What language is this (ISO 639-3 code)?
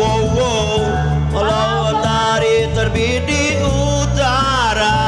mui